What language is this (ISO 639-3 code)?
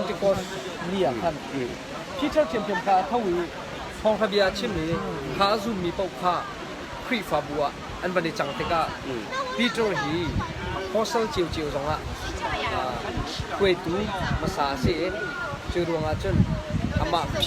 cnh